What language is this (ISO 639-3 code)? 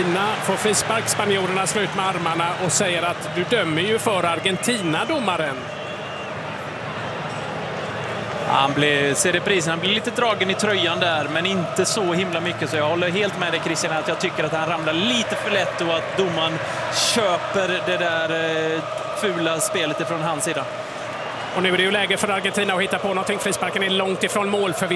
swe